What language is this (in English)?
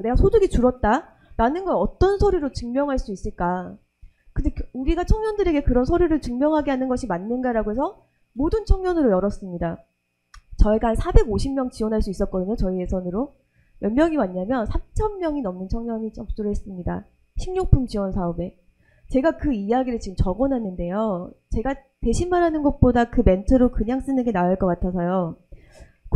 Korean